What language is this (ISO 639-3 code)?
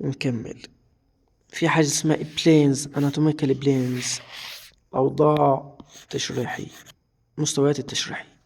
arz